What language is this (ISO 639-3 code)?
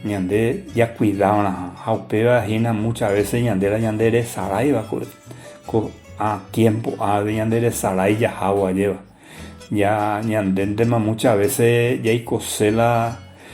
grn